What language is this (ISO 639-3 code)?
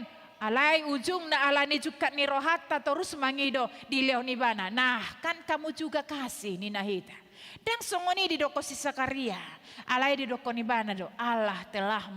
bbc